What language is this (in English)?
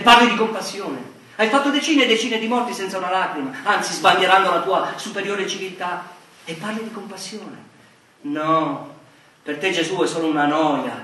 Italian